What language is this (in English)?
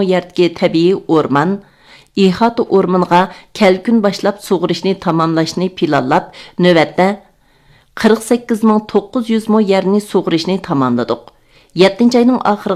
Uyghur